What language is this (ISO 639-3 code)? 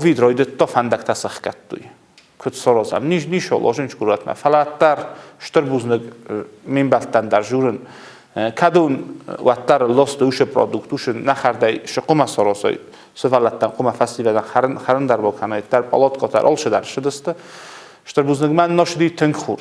oss